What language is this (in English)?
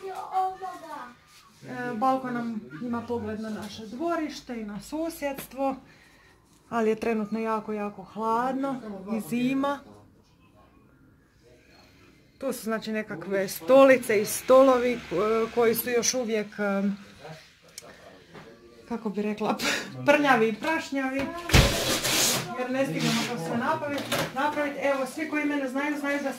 Croatian